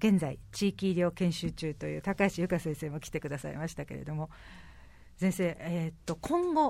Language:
Japanese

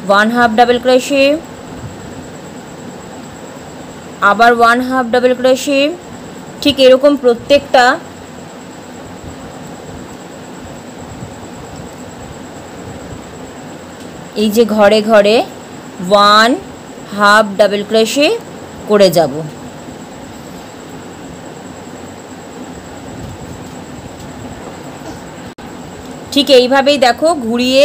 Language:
Bangla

